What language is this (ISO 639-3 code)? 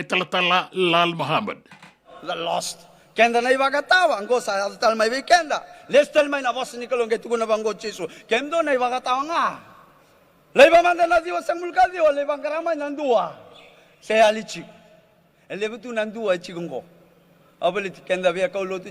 fij